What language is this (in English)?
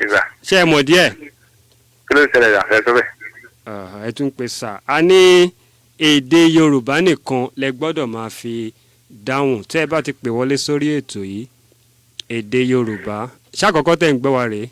Yoruba